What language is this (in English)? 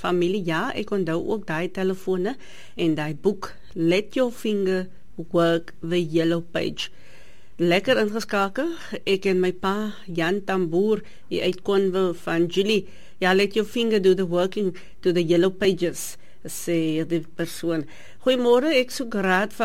Afrikaans